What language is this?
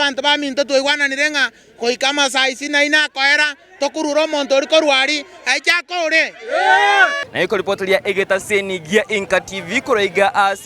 Gusii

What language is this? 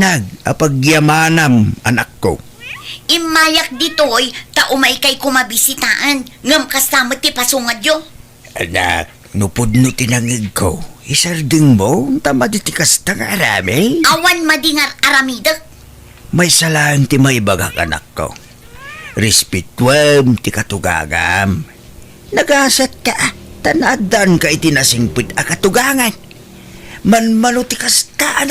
Iloko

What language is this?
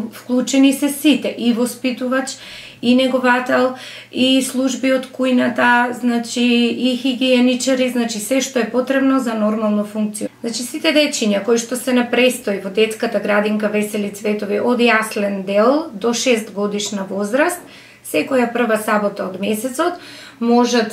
Macedonian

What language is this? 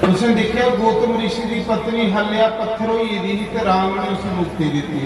Dogri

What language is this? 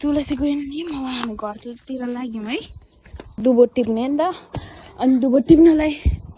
Nepali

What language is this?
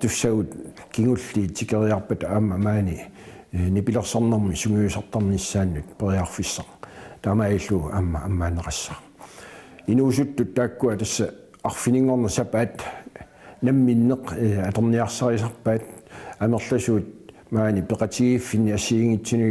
Kalaallisut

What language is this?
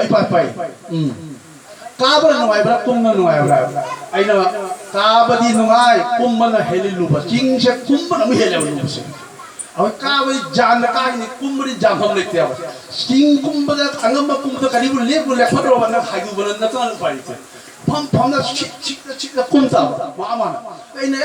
Manipuri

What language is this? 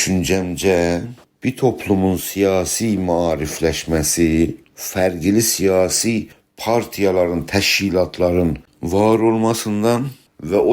South Azerbaijani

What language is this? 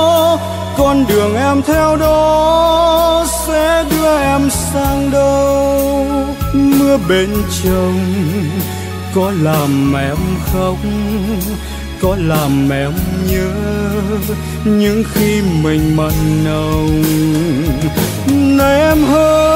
Vietnamese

